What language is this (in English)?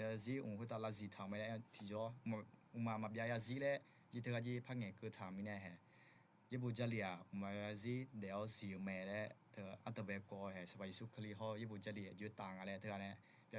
Akha